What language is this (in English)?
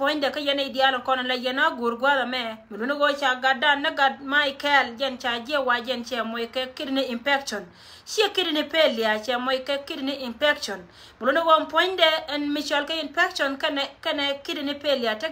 Nuer